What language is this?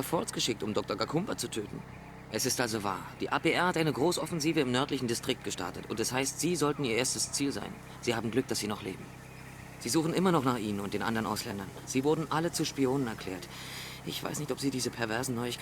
Bavarian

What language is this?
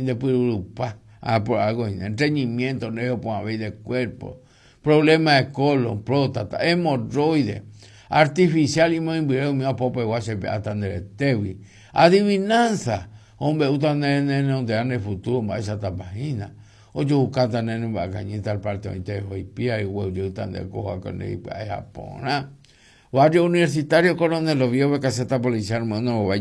Guarani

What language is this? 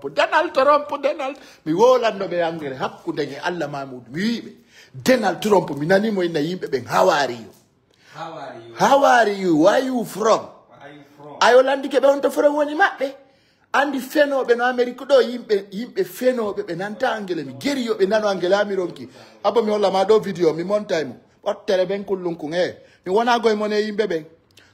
Fula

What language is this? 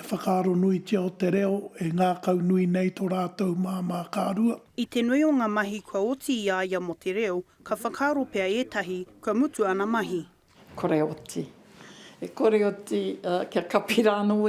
Māori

